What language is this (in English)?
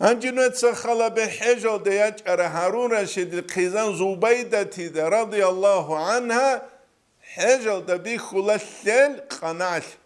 Avaric